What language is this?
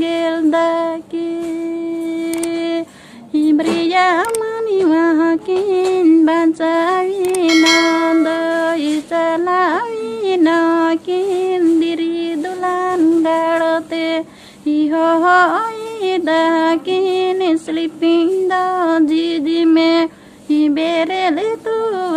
Santali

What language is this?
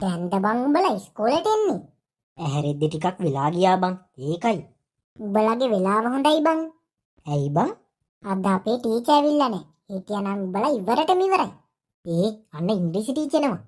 Sinhala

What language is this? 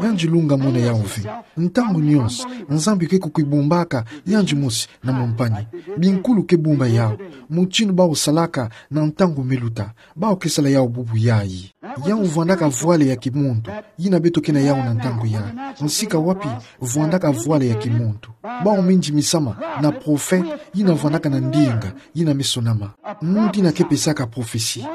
Kituba (Democratic Republic of Congo)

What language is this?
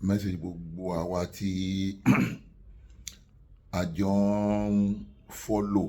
Yoruba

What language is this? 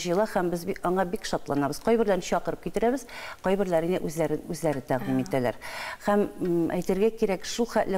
Tatar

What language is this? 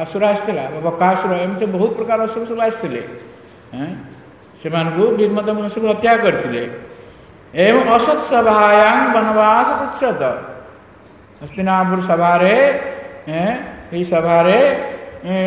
Odia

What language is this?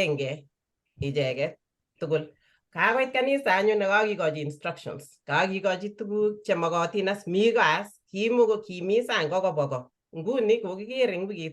Kalenjin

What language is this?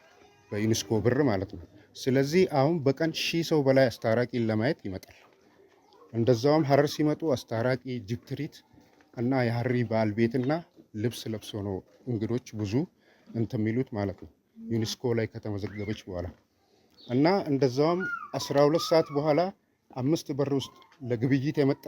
Amharic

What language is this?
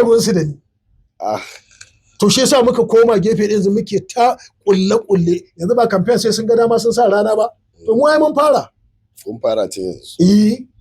Hausa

